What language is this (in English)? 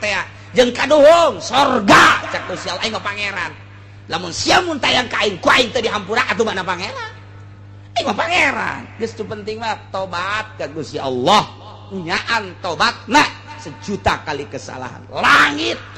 Sundanese